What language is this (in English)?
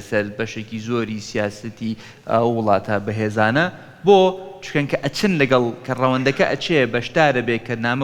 Central Kurdish